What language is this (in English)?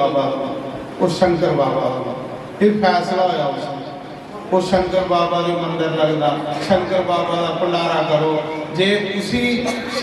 Dogri